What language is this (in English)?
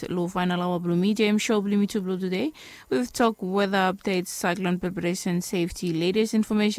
Bislama